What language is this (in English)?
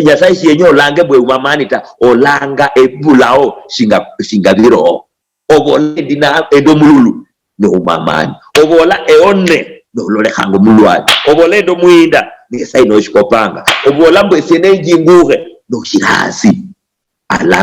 Luyia